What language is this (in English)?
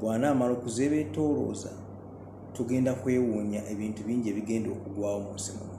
Ganda